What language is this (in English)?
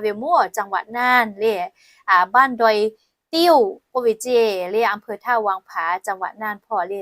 Lahu